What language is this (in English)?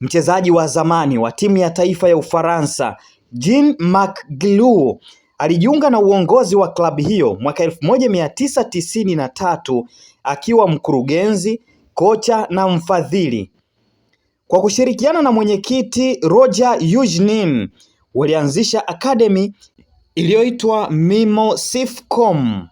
Swahili